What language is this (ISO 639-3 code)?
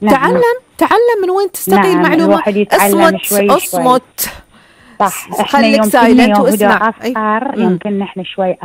afb